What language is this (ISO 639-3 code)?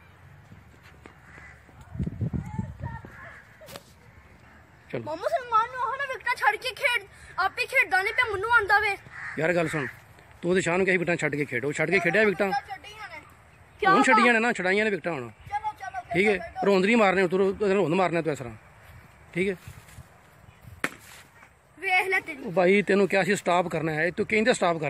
pan